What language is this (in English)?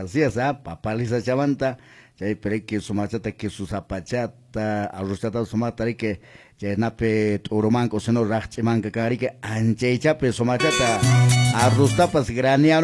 Quechua